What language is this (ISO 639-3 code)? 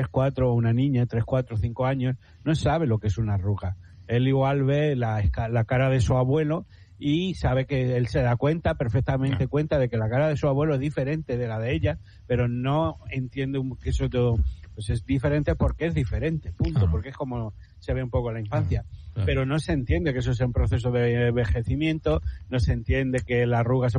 spa